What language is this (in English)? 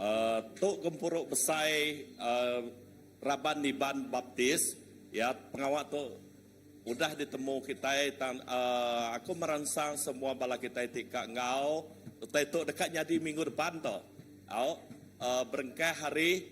Iban